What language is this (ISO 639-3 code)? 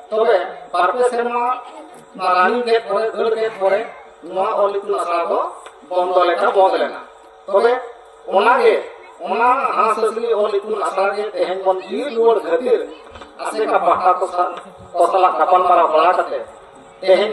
sat